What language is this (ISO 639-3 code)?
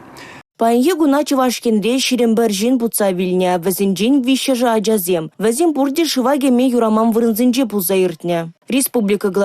chv